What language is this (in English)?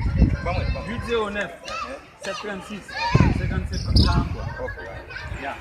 Haitian Creole